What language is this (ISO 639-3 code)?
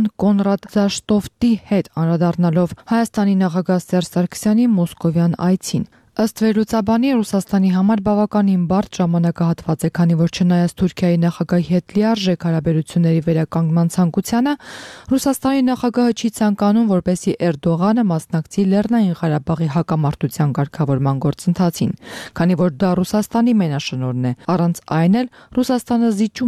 hye